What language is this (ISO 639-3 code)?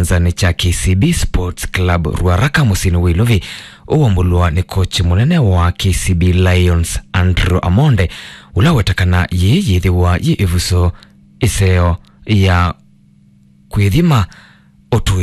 kam